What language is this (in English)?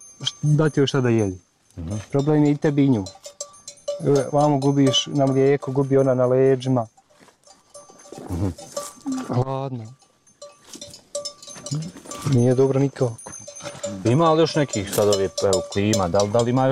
Bosnian